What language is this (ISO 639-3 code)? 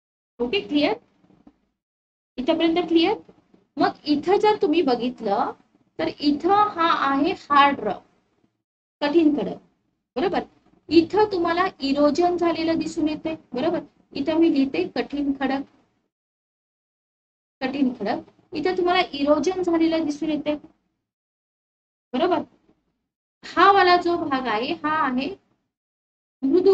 mar